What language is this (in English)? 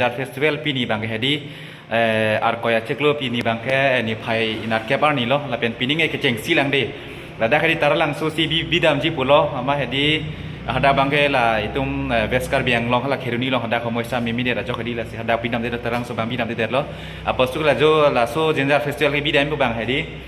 Karbi